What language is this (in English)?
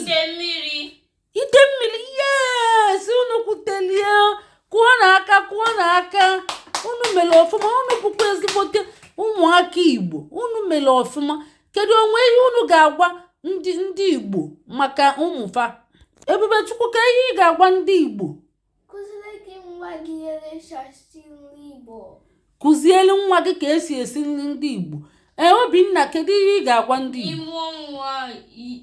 Igbo